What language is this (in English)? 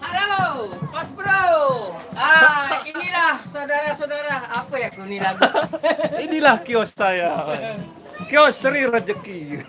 Sasak